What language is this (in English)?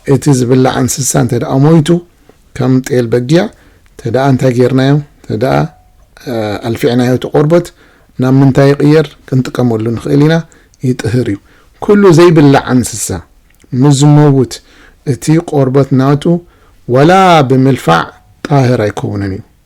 Tigrinya